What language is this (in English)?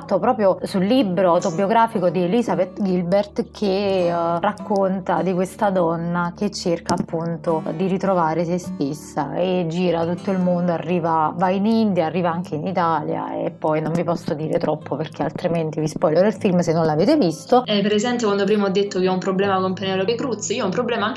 Italian